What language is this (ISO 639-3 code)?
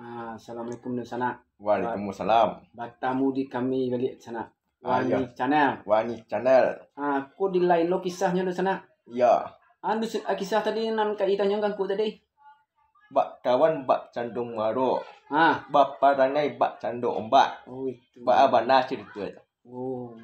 min